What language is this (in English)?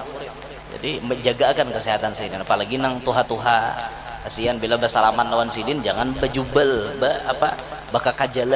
Banjar